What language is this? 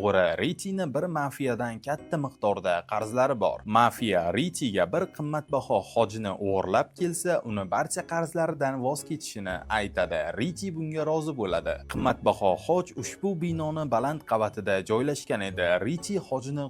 Uzbek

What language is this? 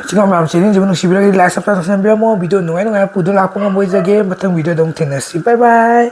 Manipuri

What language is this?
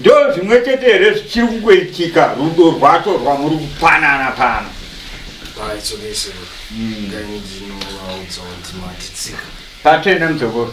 Shona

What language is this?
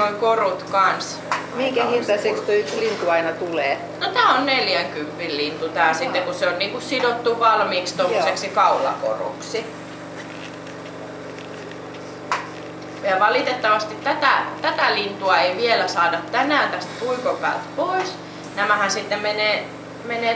Finnish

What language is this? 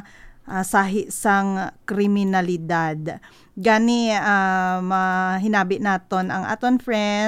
Hiligaynon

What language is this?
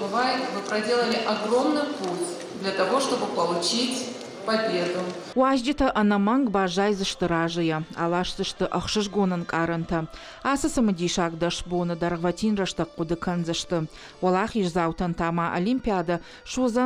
Ossetic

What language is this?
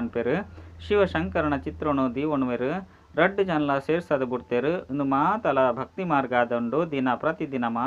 Tulu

